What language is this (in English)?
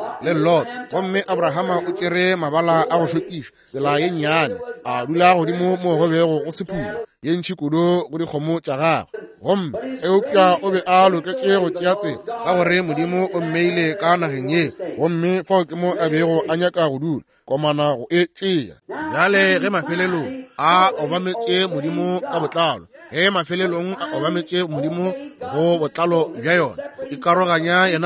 Northern Sotho